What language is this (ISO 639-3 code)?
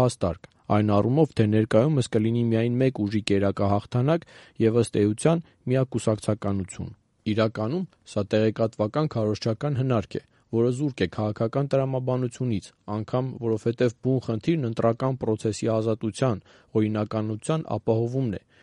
hye